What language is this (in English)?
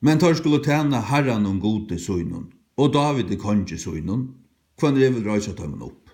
Faroese